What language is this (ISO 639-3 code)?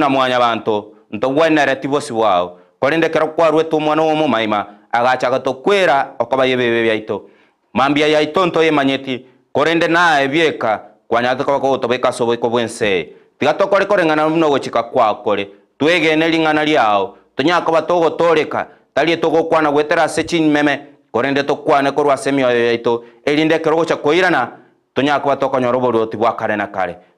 guz